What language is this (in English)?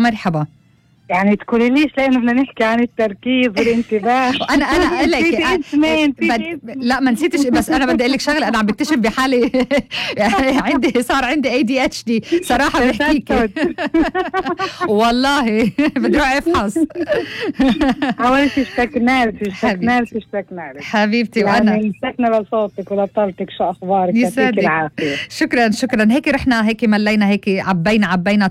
North Levantine Arabic